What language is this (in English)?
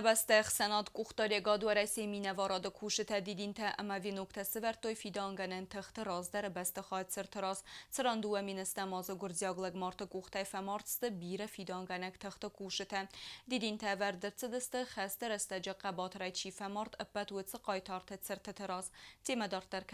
Ossetic